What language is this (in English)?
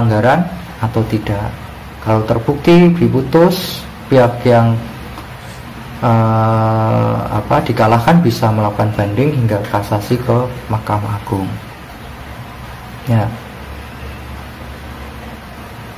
Indonesian